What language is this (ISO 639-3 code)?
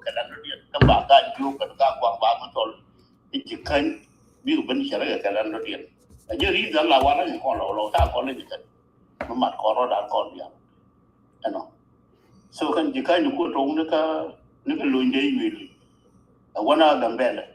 nus